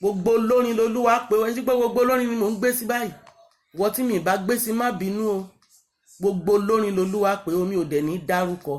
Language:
Yoruba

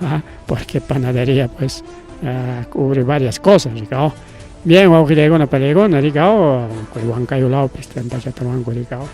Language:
Ayacucho Quechua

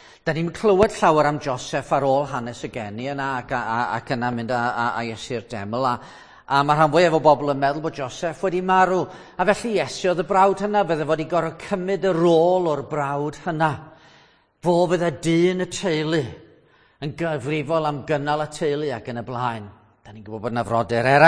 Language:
Welsh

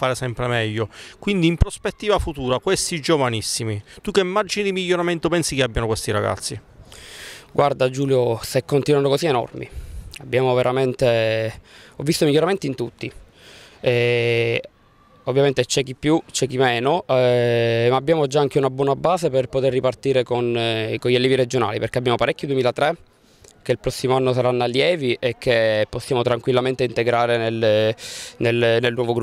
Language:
Italian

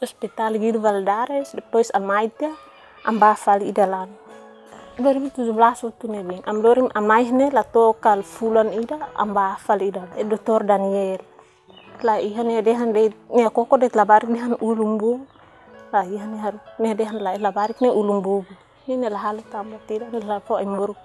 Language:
Tetum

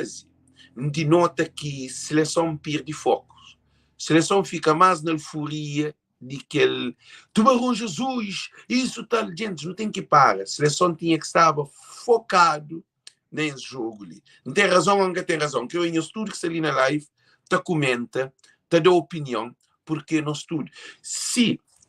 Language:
Kabuverdianu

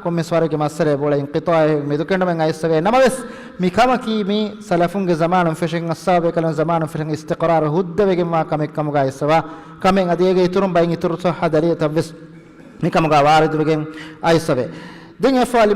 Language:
Divehi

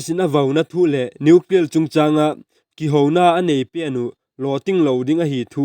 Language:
Vaiphei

